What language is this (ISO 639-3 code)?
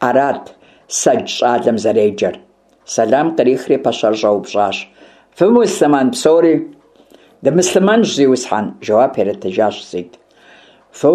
kbd